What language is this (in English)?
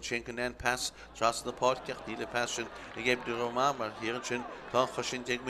Irish